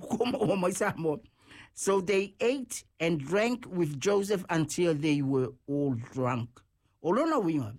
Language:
Samoan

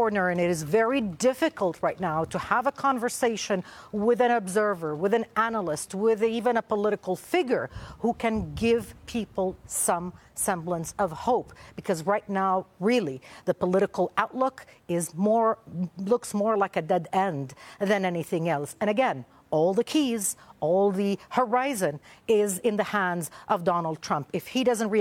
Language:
English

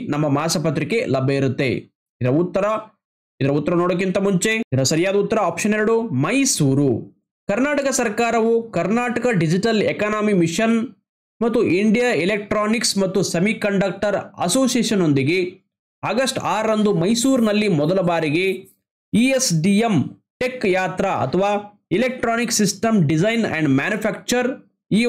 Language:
Kannada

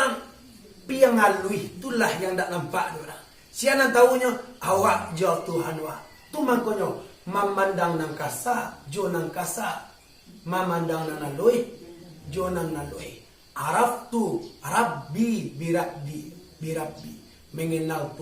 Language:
Minangkabau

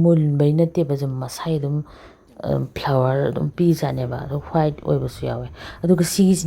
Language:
Manipuri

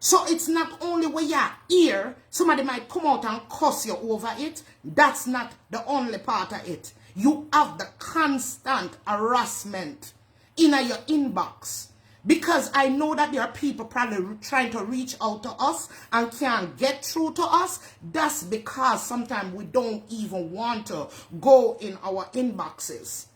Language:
Jamaican Creole English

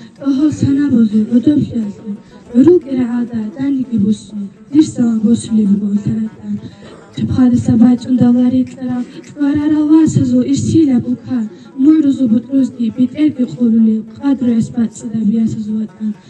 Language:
Avaric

